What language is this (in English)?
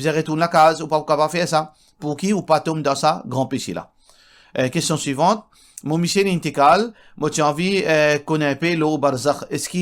Morisyen